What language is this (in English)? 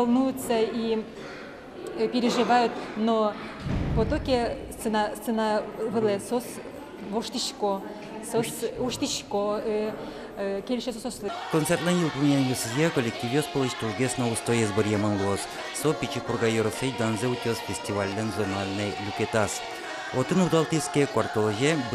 Udmurt